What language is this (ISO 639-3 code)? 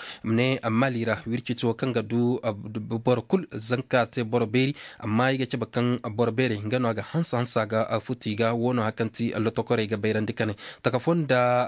dje